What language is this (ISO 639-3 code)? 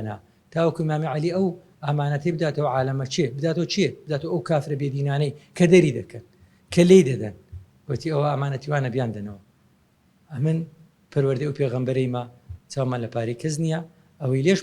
ckb